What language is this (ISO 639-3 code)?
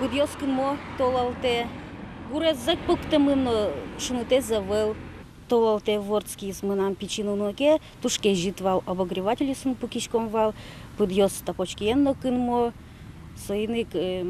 udm